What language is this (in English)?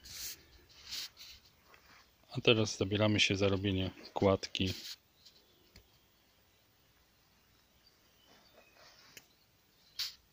Polish